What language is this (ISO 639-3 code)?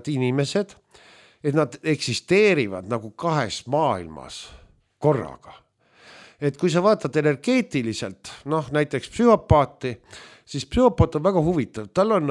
est